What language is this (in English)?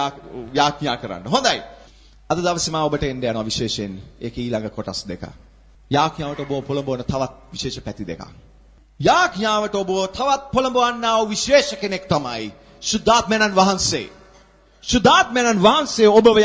Sinhala